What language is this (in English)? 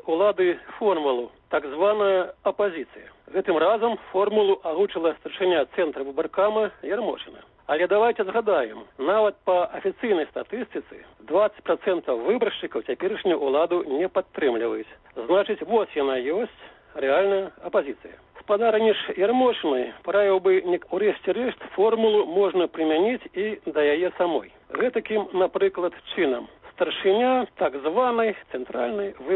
Belarusian